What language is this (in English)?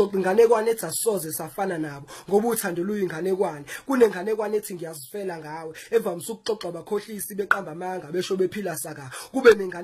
Zulu